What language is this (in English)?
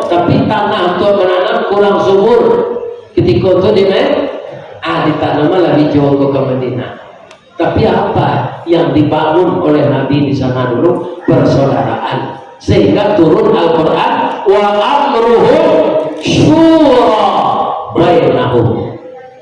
Minangkabau